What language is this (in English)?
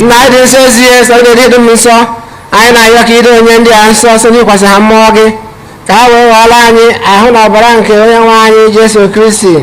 Igbo